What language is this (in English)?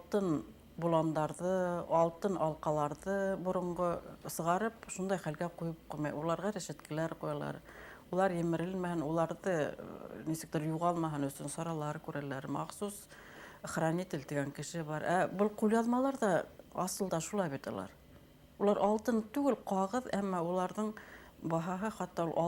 Bashkir